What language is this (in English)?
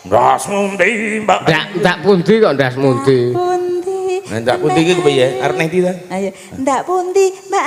Javanese